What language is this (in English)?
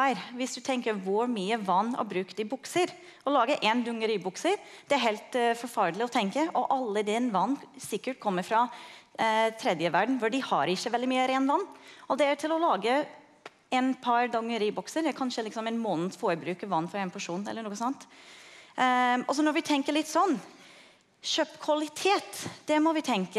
Norwegian